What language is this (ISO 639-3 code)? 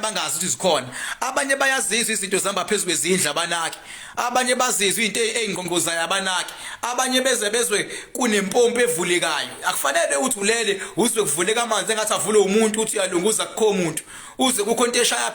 zul